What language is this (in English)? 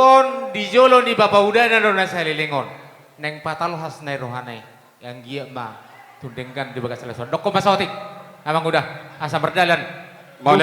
Batak Toba